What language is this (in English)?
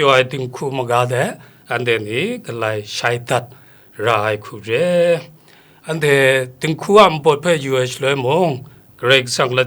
Kachin